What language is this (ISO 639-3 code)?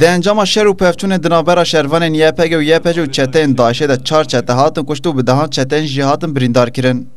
kur